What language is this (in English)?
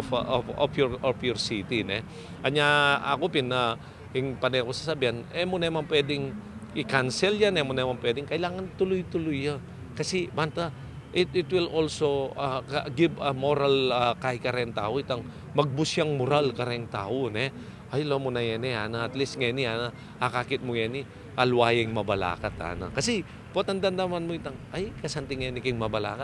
Pampanga